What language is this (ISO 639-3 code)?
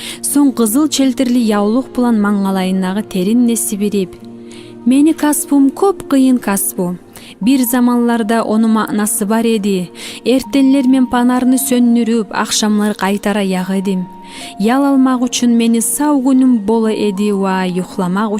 kum